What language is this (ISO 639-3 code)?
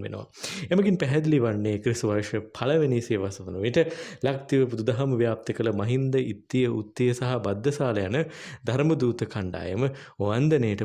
sin